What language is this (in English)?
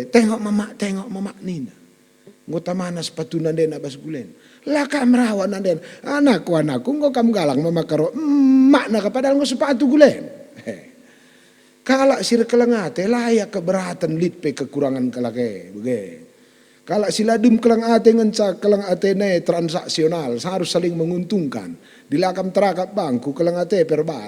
Batak Karo